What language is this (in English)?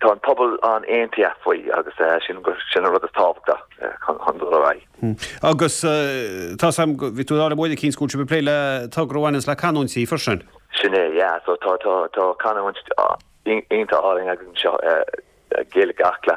Irish